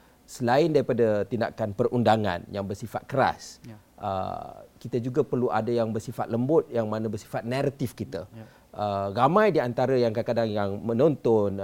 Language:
Malay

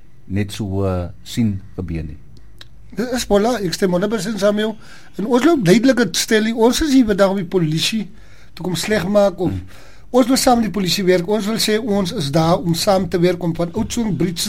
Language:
Afrikaans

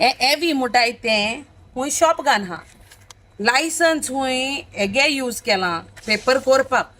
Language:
Konkani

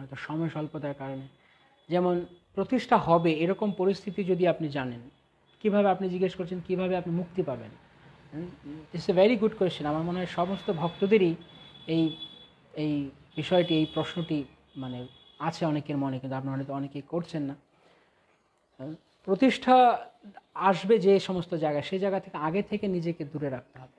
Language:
Bangla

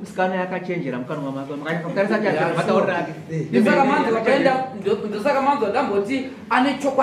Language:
Shona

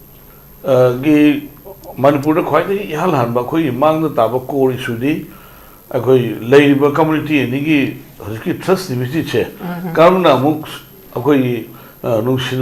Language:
Manipuri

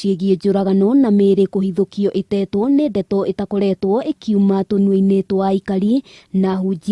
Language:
Kikuyu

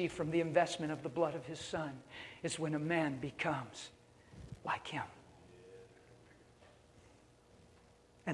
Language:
English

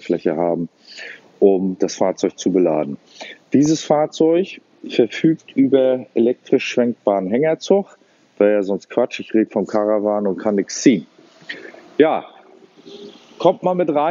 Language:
German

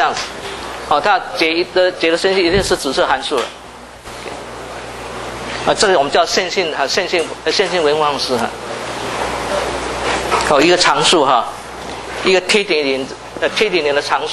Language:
Chinese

